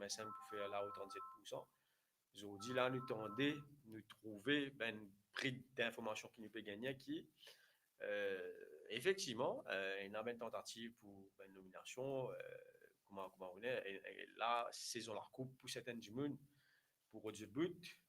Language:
Morisyen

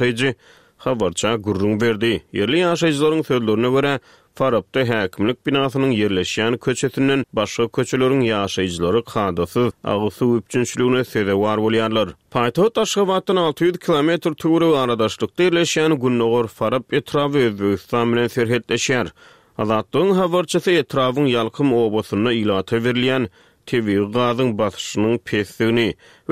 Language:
Turkmen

